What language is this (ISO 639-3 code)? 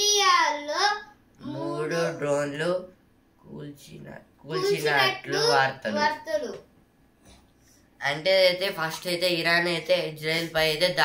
tel